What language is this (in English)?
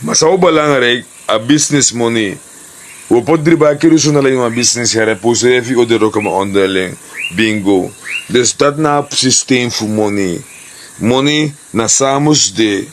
Sranan Tongo